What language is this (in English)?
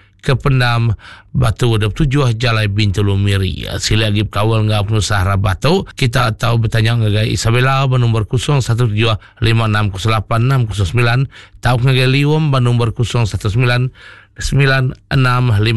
Iban